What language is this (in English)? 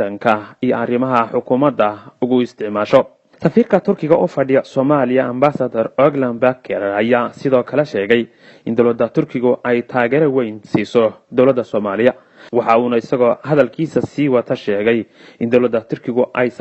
Somali